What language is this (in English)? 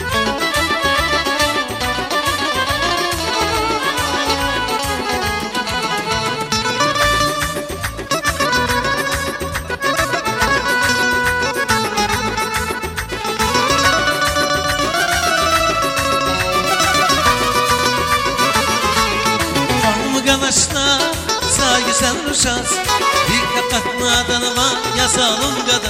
Turkish